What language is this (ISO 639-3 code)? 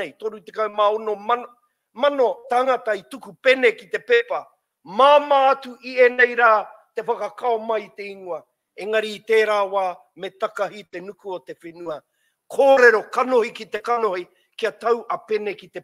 mri